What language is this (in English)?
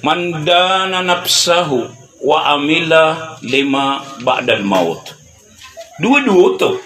Maranao